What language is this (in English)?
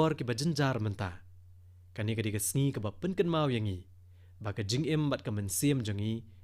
Khasi